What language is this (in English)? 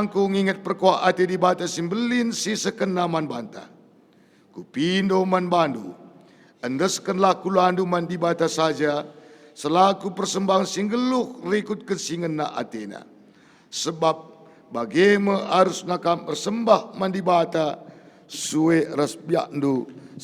Batak Karo